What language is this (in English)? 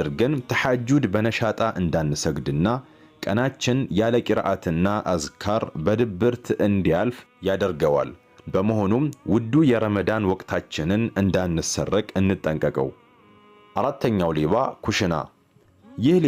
Amharic